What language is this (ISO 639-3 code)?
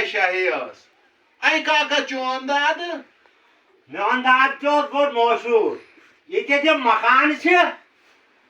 kas